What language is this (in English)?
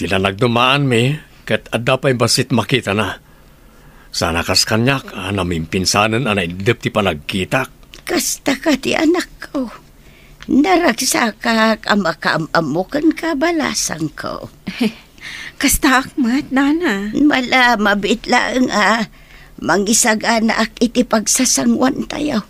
Iloko